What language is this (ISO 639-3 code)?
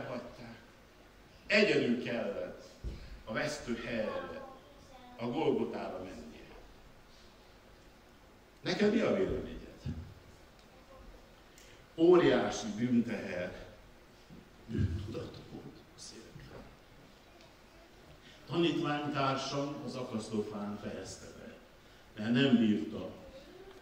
hun